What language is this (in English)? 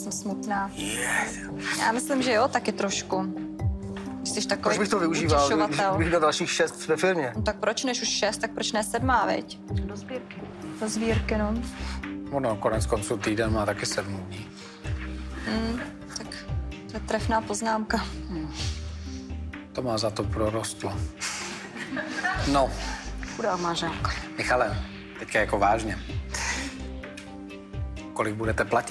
Czech